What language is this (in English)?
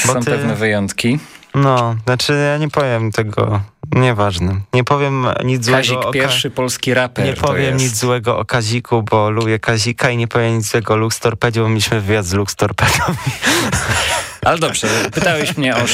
Polish